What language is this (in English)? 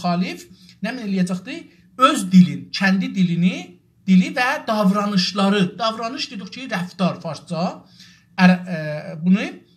South Azerbaijani